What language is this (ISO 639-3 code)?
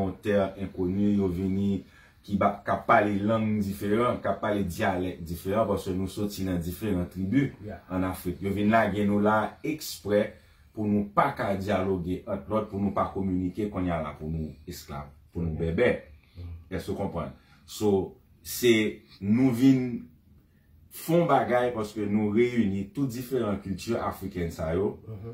hat